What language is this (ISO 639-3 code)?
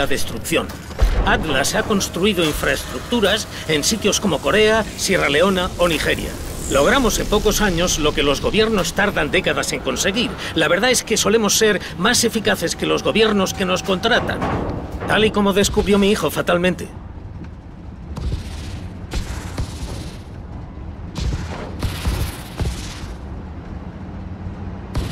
spa